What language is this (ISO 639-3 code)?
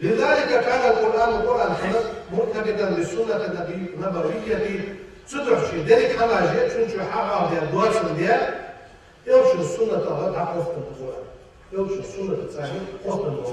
inh